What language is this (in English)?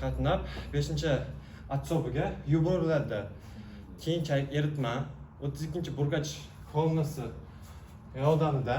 Uzbek